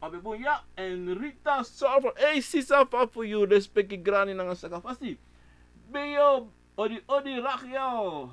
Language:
Sranan Tongo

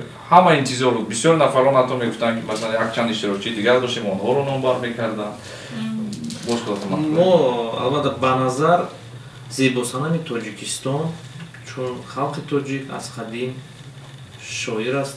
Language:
Tajik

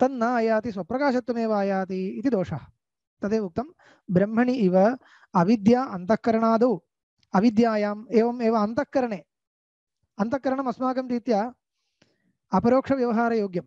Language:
Sanskrit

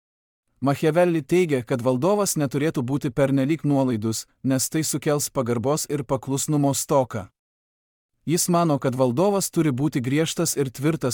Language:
Lithuanian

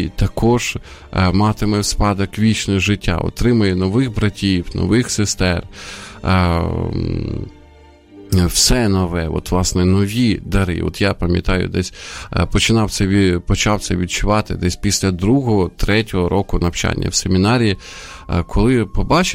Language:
Ukrainian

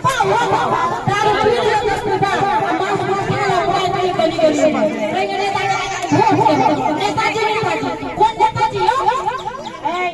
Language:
Maithili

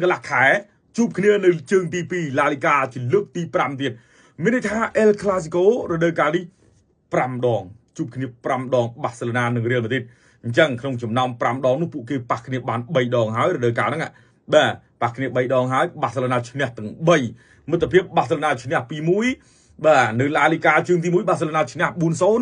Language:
Khmer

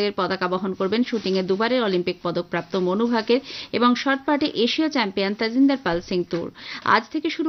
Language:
Bangla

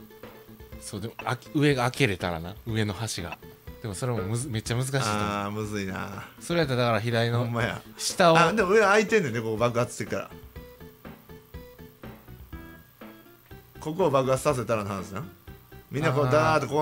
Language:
Japanese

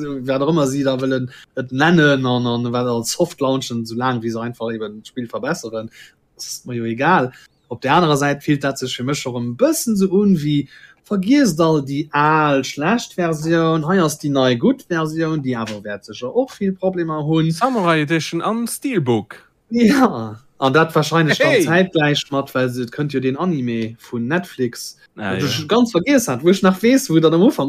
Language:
Luxembourgish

